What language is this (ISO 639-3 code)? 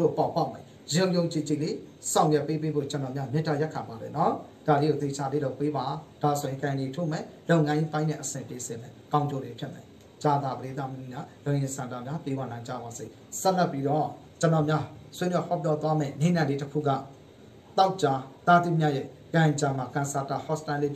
mya